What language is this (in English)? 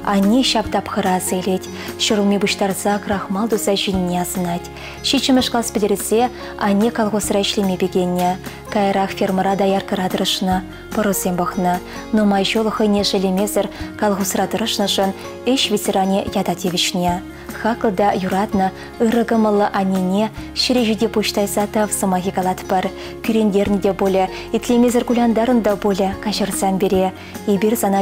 Chuvash